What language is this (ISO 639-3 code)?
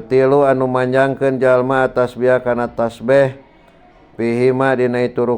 sun